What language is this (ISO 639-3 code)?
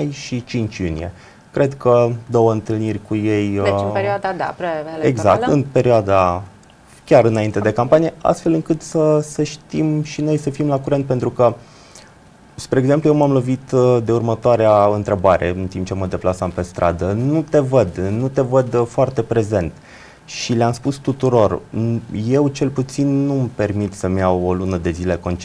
ron